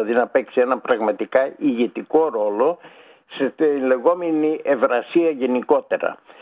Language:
Greek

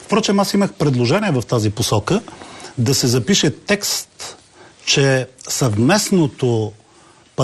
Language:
Bulgarian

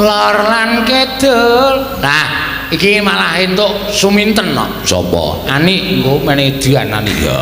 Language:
Javanese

